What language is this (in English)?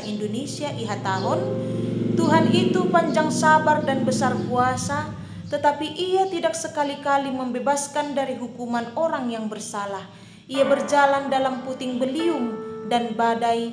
Batak Simalungun